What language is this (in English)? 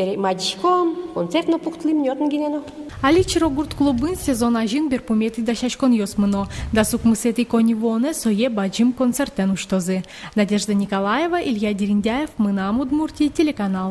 Udmurt